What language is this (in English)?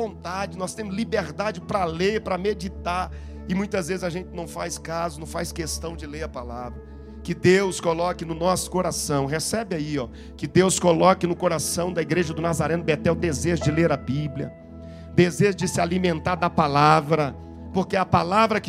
Portuguese